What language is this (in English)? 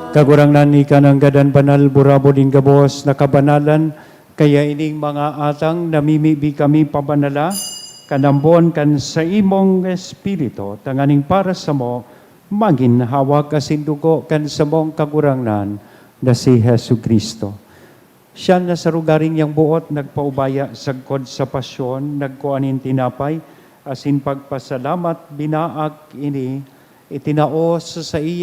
Bikol